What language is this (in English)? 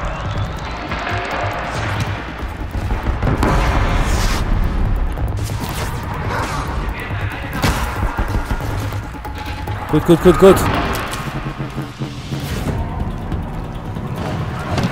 German